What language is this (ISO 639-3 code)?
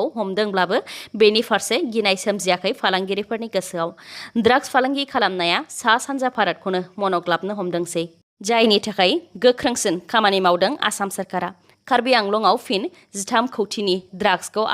brx